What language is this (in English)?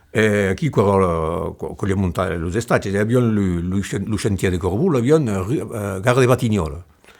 Occitan